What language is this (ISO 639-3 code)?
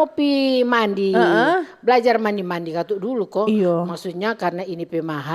xmm